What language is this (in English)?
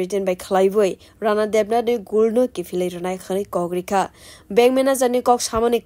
Kok Borok